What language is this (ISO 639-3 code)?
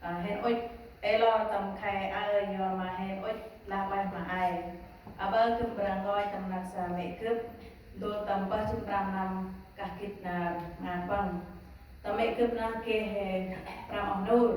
cmo